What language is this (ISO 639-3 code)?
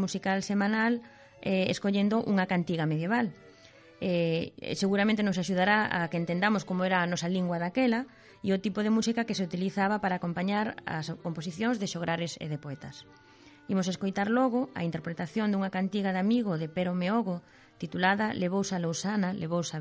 glg